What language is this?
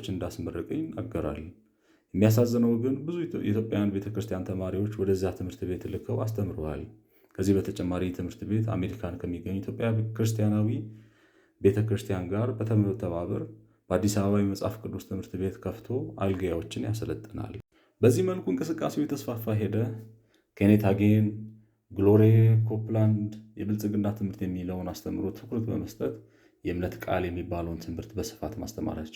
Amharic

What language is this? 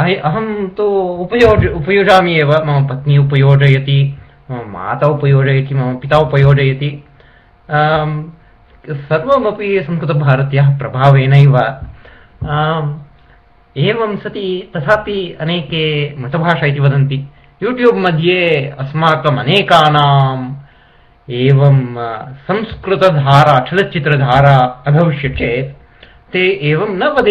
Sanskrit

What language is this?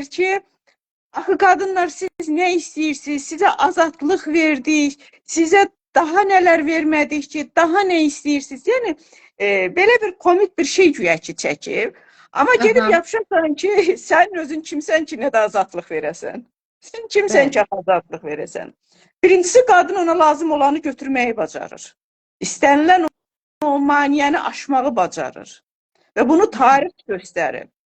Azerbaijani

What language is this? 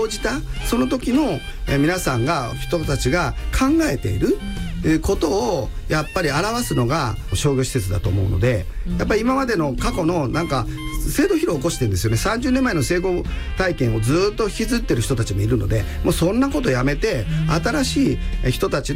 Japanese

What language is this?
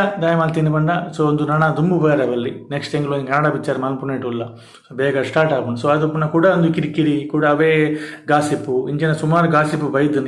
Tulu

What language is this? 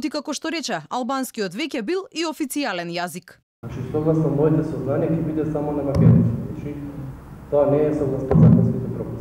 Macedonian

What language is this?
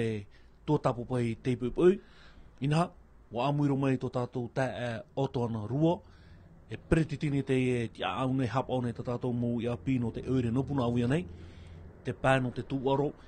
Tahitian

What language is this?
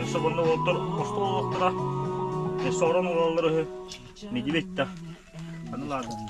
Yakut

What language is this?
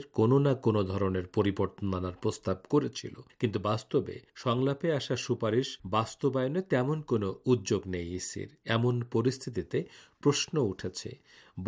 Bangla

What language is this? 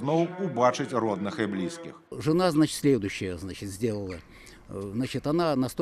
Belarusian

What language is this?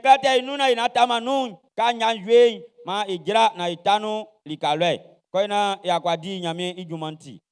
Baoulé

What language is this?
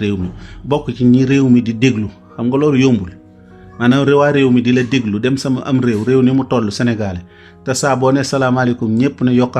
Wolof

